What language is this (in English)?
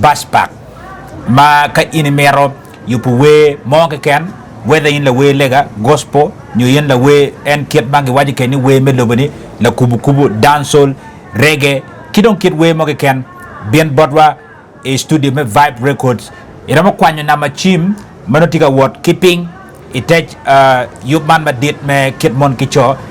Acoli